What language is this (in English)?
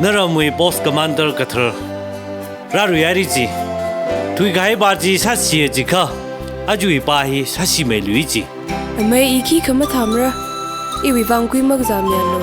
Tangkhul Naga (India)